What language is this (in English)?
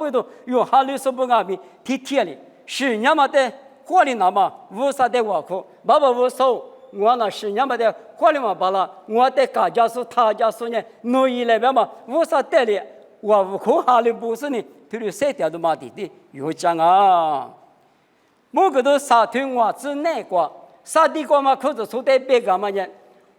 Lisu